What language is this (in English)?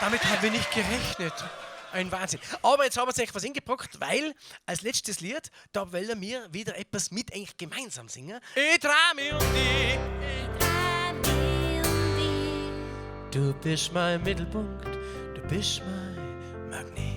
Bavarian